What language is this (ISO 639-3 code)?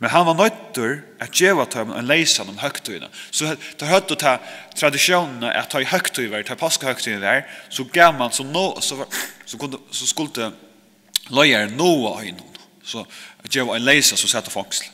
fao